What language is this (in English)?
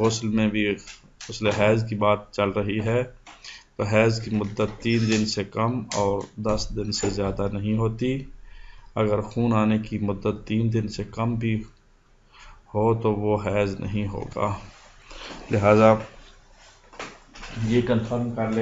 Urdu